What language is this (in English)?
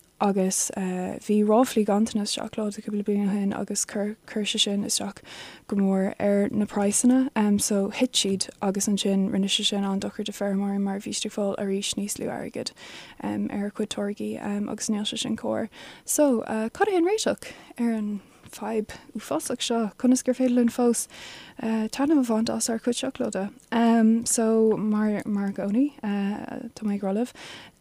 Irish